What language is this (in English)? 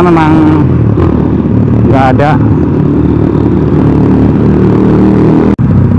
Indonesian